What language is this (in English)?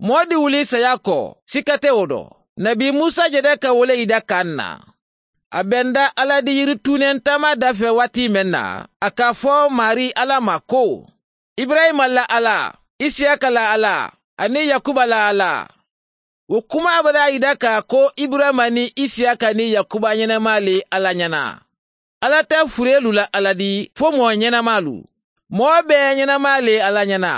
Mandingo